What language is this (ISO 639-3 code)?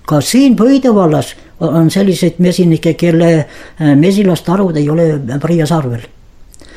est